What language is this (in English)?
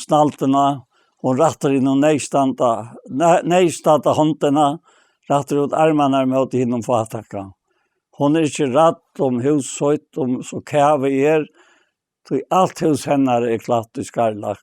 Faroese